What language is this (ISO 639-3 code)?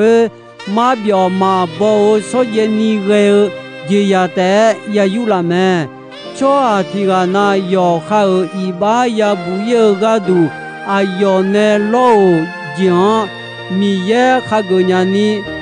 ahk